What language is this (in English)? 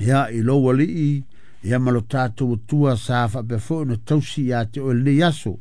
Samoan